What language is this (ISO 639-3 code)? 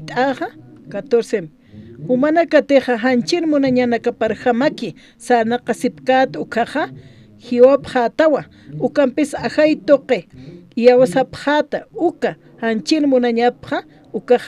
aym